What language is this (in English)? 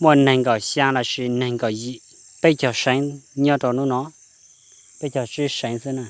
Hmong